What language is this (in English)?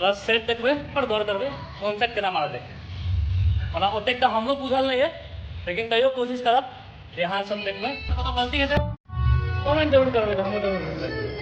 Maithili